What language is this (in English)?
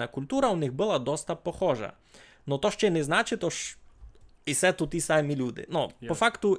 Rusyn